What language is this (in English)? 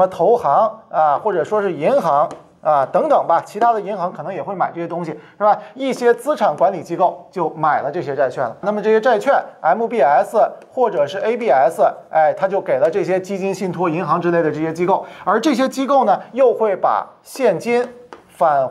Chinese